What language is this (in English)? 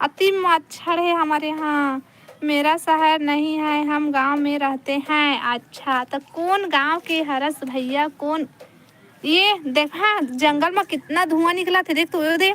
Chhattisgarhi